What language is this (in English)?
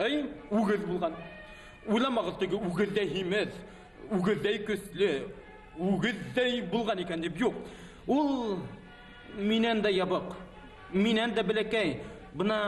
Bashkir